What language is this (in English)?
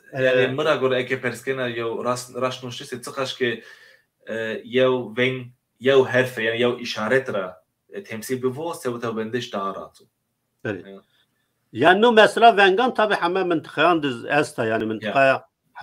Zaza